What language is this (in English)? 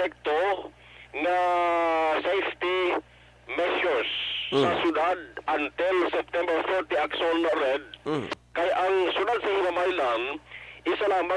Hiligaynon